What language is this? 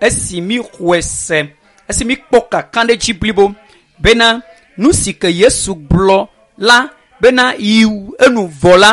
Ewe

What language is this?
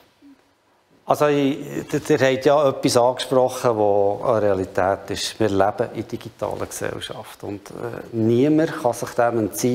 German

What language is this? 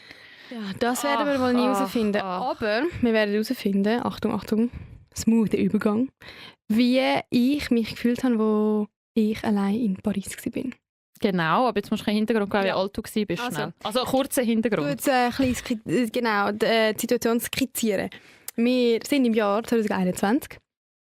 Swiss German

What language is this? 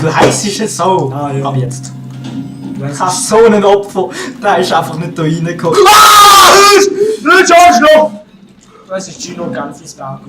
Swiss German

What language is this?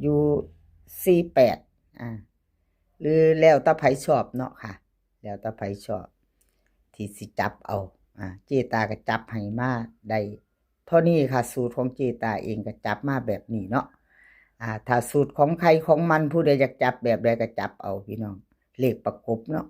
Northeastern Thai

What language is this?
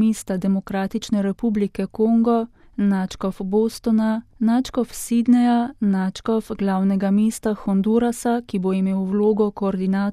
Slovenian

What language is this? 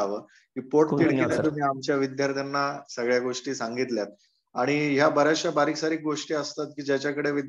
Marathi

